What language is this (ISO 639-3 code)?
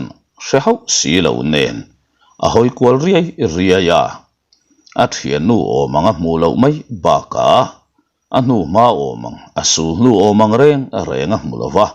lus